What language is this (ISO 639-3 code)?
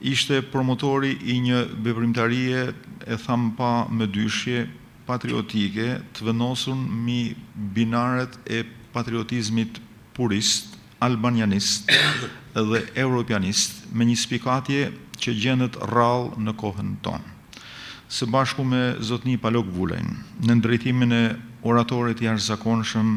sqi